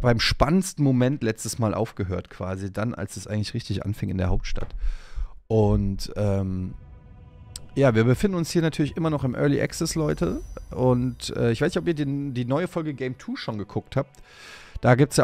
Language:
German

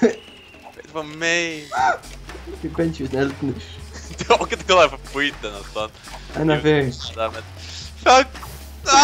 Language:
Faroese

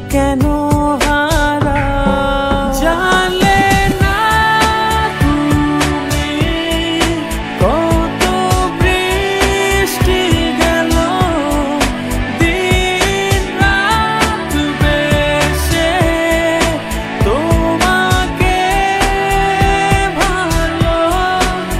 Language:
Bangla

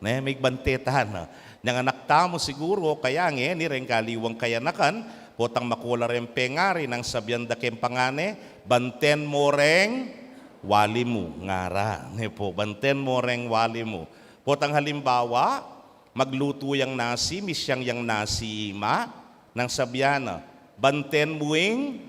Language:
Pampanga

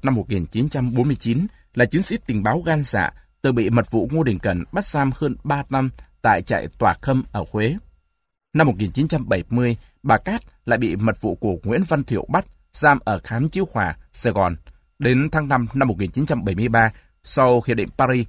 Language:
Vietnamese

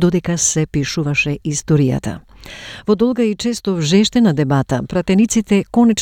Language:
Macedonian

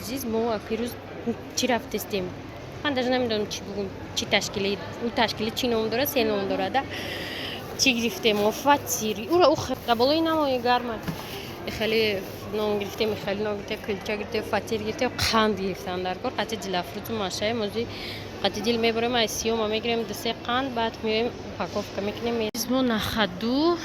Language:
Tajik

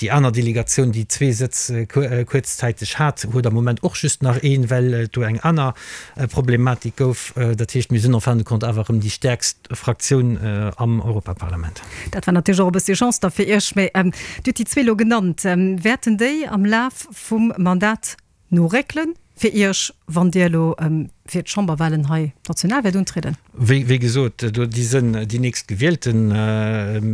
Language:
Luxembourgish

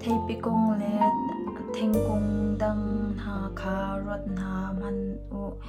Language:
Hakha Chin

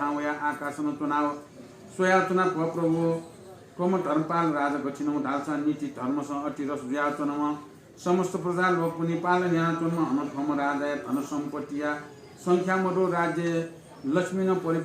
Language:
Newari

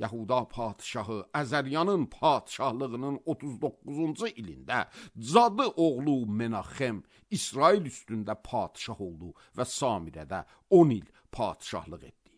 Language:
Azerbaijani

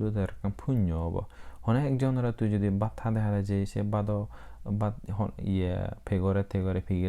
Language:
Chakma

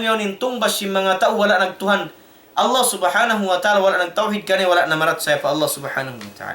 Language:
Tausug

